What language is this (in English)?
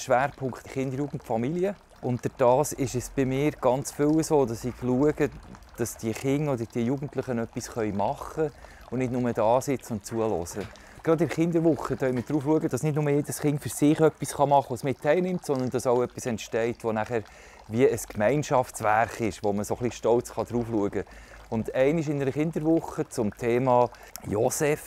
Swiss German